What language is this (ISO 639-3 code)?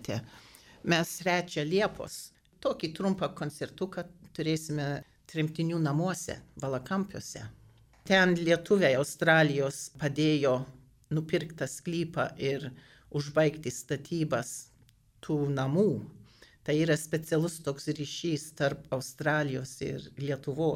lit